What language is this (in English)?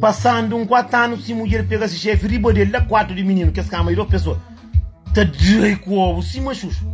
Kabuverdianu